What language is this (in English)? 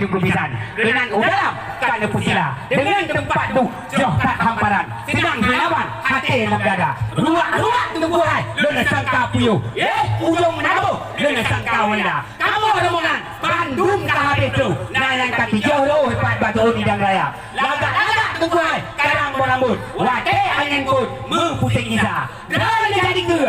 Achinese